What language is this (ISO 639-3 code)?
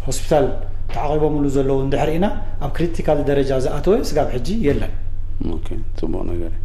tir